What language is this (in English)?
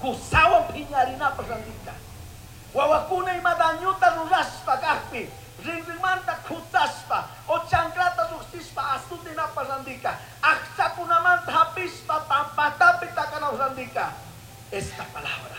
Chimborazo Highland Quichua